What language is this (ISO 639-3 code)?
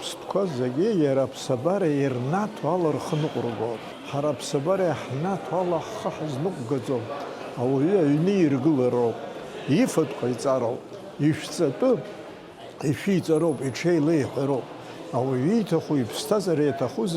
abk